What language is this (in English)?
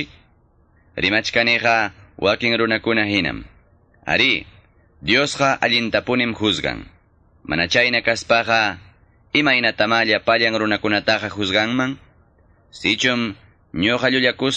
Quechua